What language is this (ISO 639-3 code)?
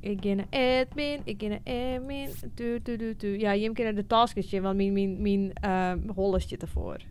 fry